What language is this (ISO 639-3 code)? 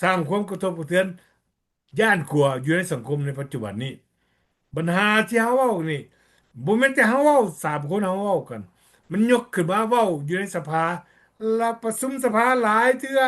lao